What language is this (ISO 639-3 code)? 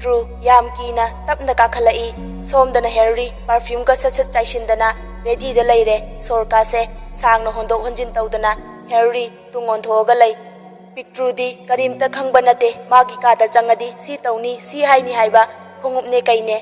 mni